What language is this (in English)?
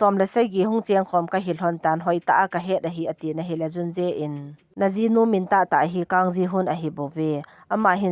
Thado Chin